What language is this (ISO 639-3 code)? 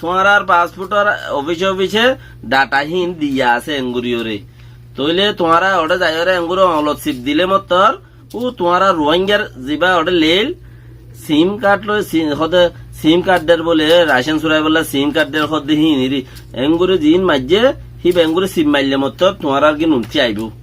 rhg